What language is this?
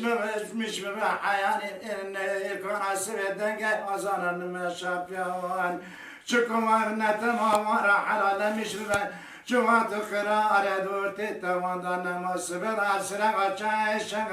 Kurdish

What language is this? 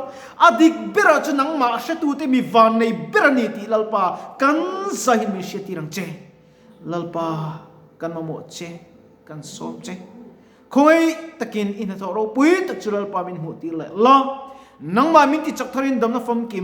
Mizo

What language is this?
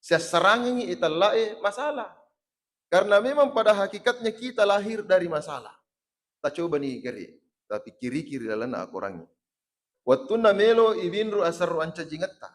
Buginese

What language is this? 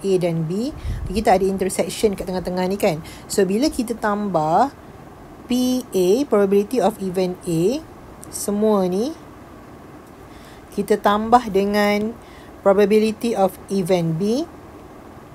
Malay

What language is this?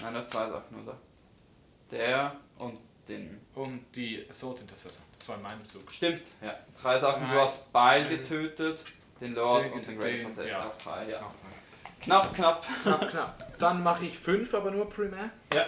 Swiss German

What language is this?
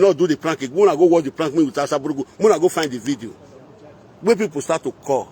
Nigerian Pidgin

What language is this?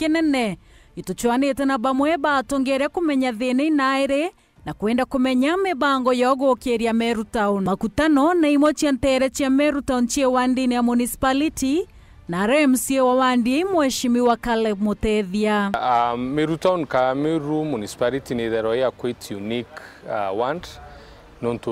Meru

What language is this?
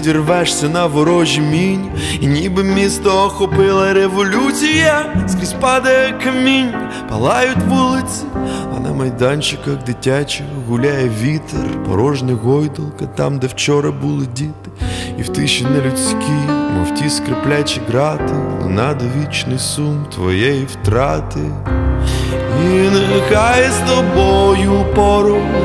Ukrainian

